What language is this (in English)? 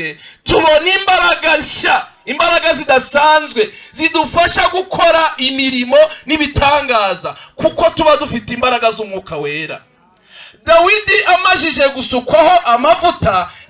Kinyarwanda